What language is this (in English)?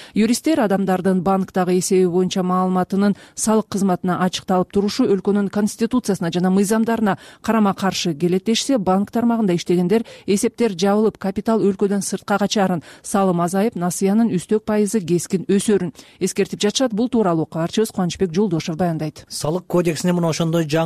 Kyrgyz